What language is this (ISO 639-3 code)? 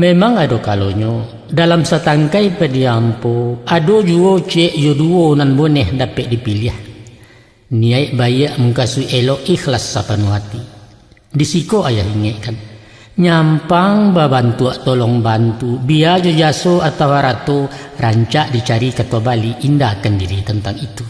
min